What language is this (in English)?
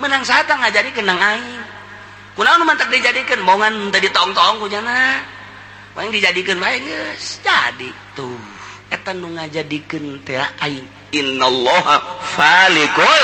Sundanese